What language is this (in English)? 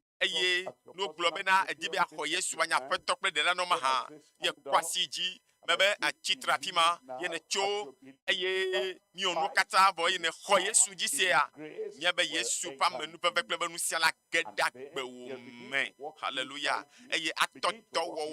Ewe